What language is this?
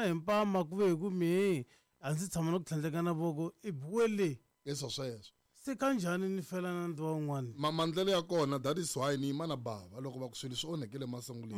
Tsonga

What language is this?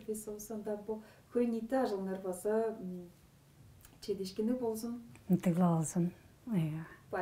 Tuvinian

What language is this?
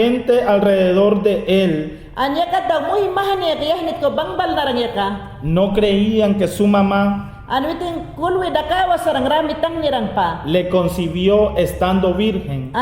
Mayangna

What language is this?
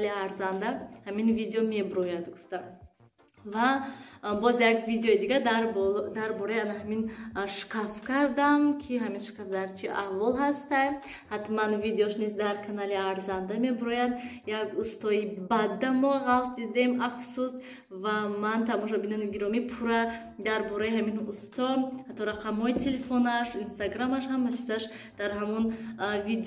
Tajik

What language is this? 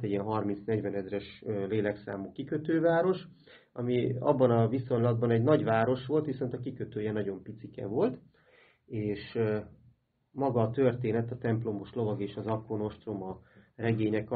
Hungarian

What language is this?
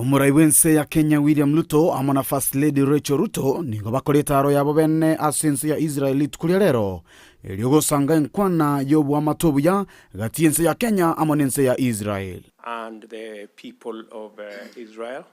Gusii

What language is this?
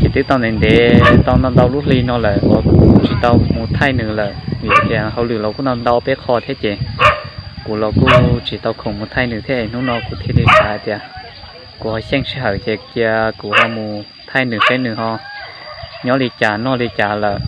Hmong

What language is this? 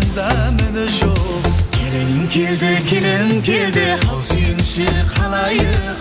Kara-Kalpak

